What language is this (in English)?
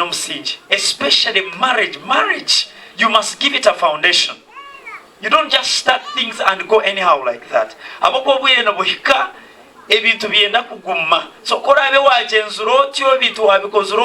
Nyankole